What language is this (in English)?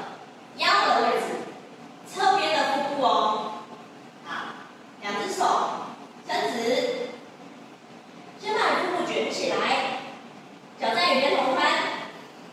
Chinese